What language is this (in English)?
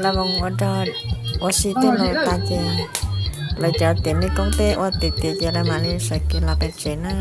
Hmong